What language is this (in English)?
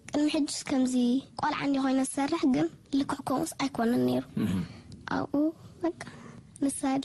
Tigrinya